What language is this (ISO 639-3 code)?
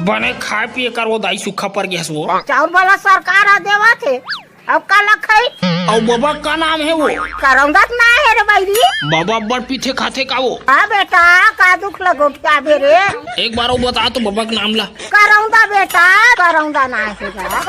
hne